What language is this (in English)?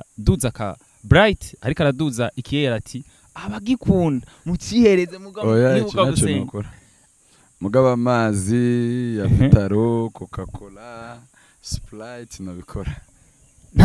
Rundi